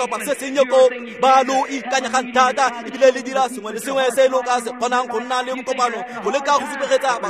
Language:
Tswana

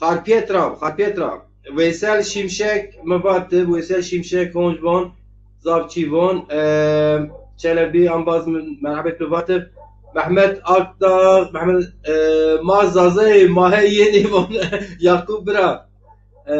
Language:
Zaza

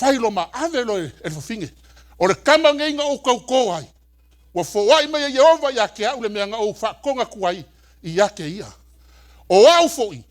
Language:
Samoan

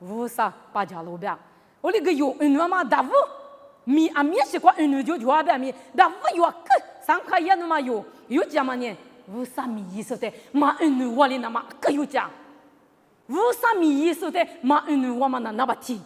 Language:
Lisu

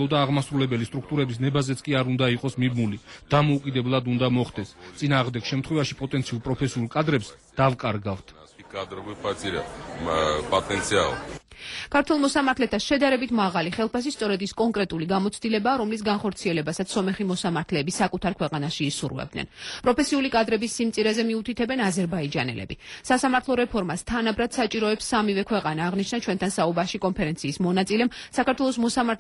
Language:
Georgian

